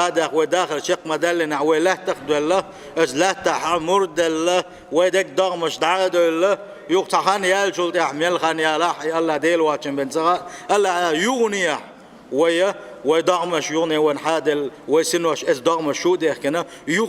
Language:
Chechen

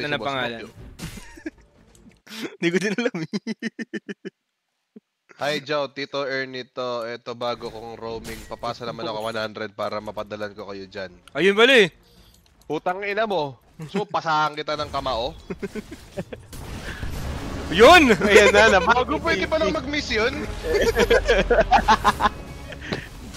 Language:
Filipino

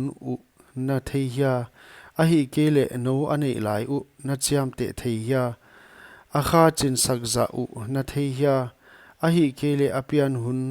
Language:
Paite Chin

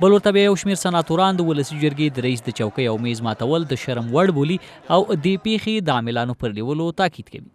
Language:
Pashto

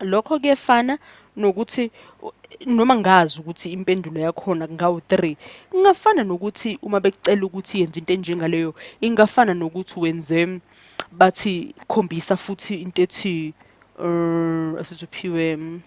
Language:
Zulu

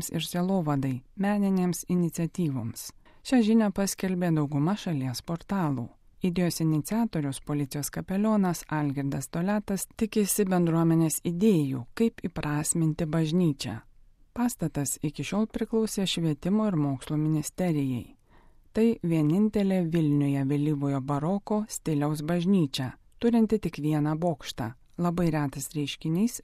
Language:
Lithuanian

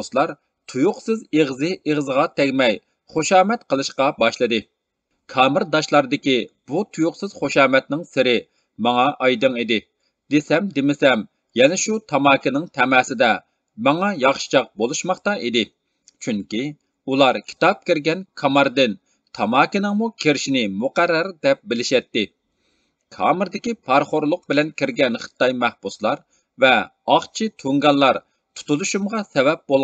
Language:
Uyghur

